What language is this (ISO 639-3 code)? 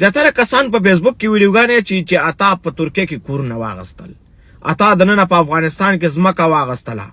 pus